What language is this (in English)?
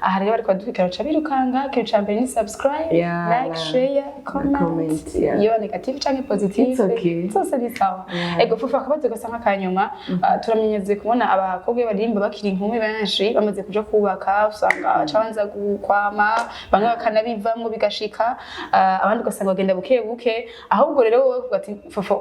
Rundi